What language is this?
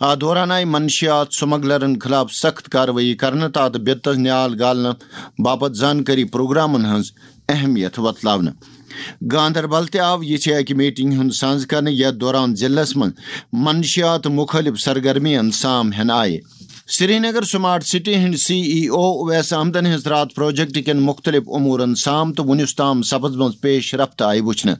Kashmiri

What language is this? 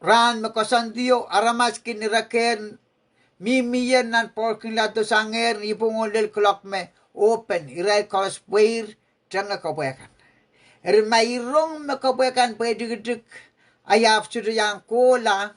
Pohnpeian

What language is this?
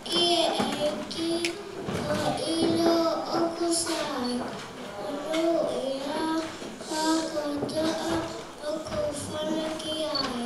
Tongan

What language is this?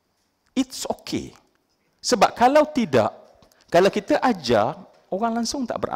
Malay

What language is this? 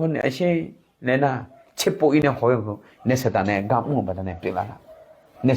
Akha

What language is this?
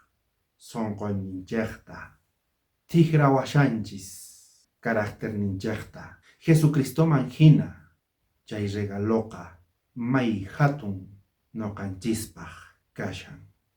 South Bolivian Quechua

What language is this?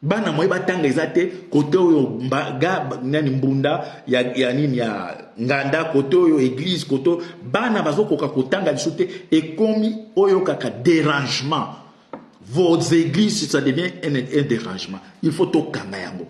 Lingala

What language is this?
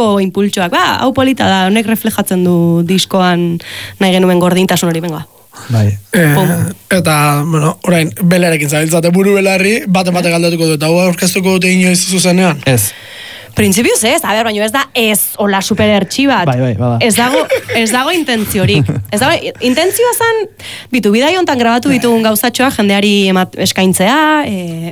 Basque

